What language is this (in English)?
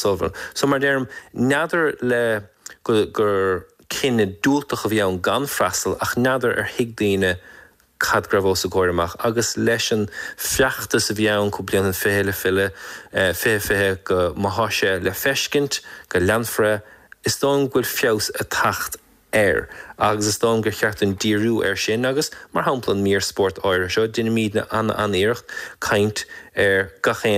Irish